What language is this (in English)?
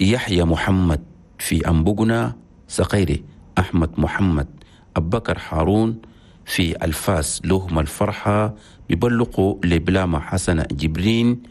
Chadian Arabic